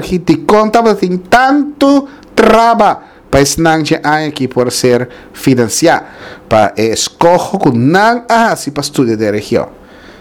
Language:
Papiamento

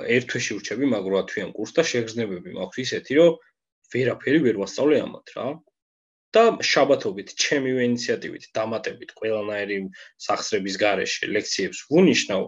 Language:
Georgian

